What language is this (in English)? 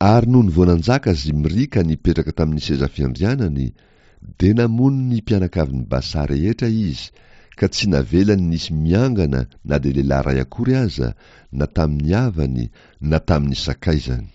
Malagasy